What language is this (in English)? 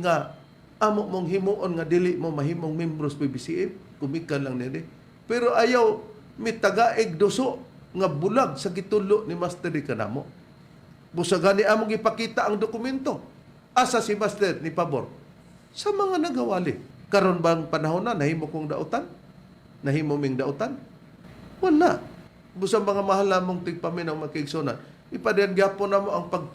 Cebuano